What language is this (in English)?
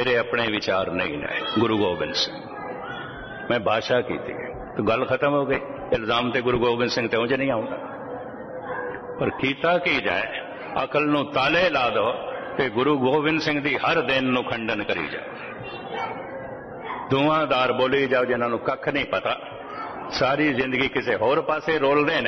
Punjabi